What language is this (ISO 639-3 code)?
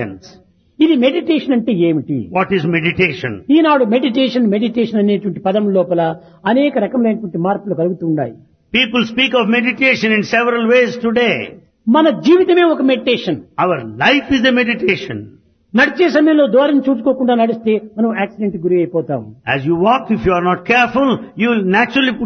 tel